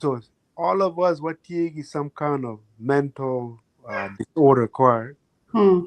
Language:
Acoli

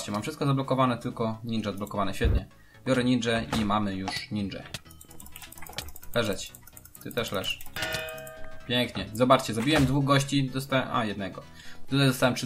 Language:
Polish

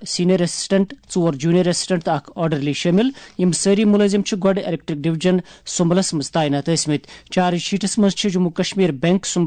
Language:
Kashmiri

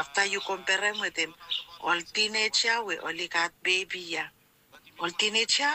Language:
Bislama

